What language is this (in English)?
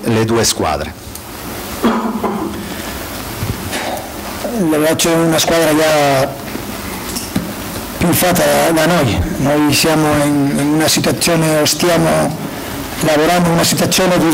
Italian